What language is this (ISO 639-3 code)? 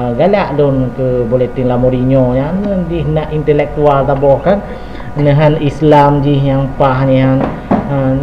ace